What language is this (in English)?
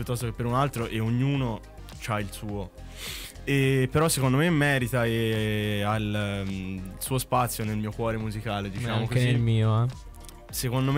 Italian